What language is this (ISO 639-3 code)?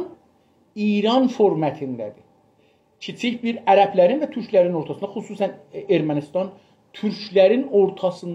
azb